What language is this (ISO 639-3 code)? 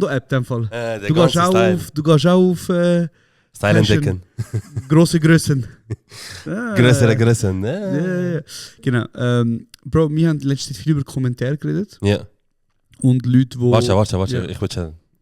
gsw